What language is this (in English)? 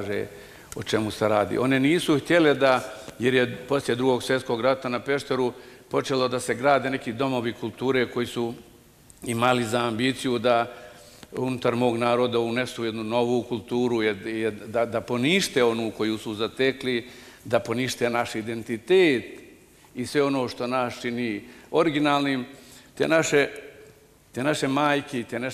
Bosnian